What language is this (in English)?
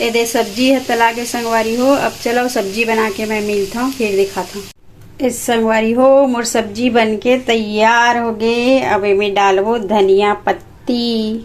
Chhattisgarhi